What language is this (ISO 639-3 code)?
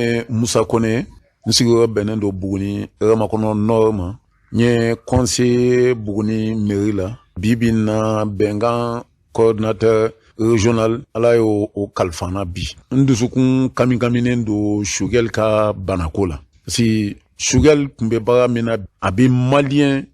bam